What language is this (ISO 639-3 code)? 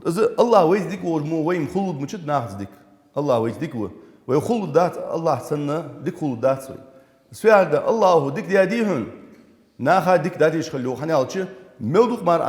inh